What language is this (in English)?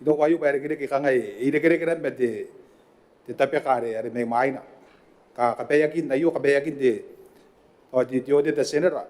Gilbertese